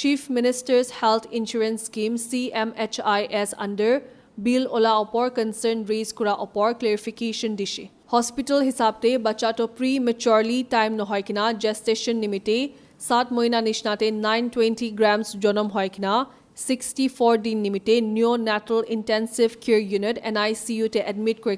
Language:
Naga Pidgin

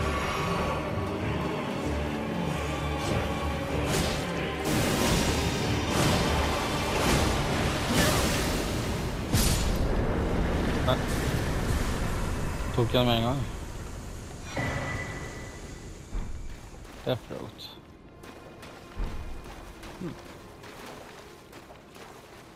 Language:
Norwegian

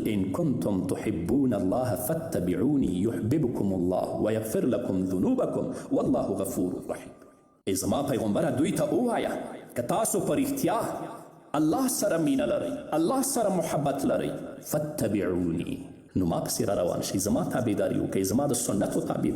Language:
Pashto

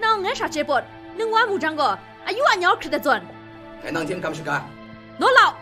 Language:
Kachin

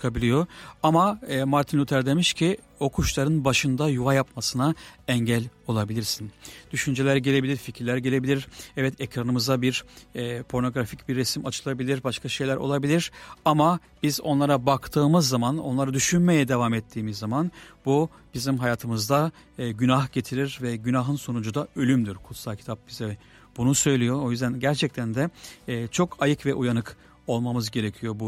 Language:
Turkish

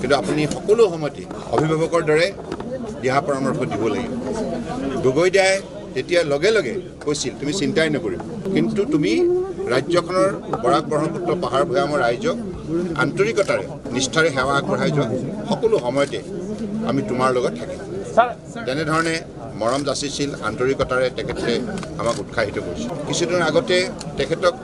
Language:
Assamese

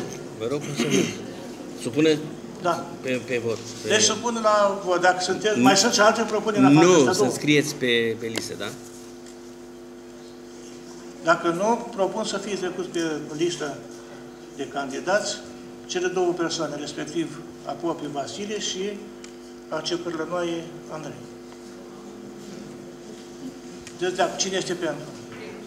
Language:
Romanian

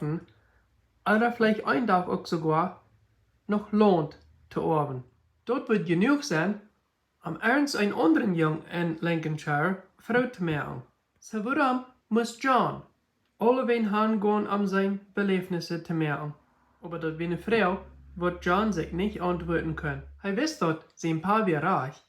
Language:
Plautdietsch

